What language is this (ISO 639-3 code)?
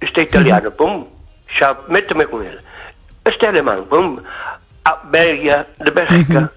glg